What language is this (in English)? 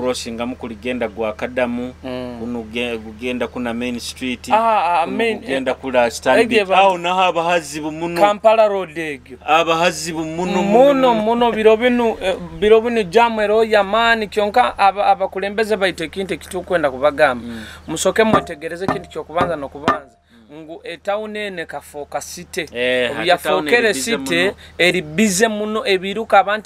Nyoro